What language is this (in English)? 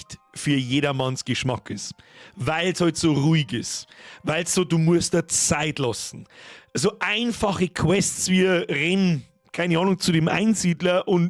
Bavarian